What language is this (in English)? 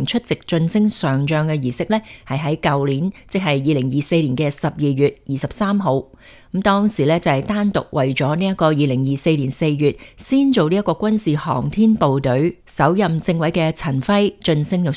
Cantonese